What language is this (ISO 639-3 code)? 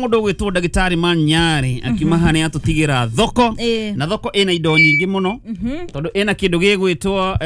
kik